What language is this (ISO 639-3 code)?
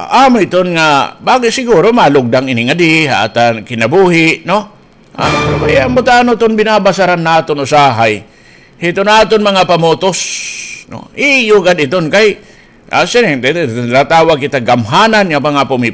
war